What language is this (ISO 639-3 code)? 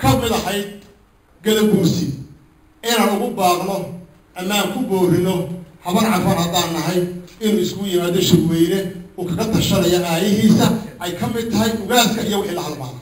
som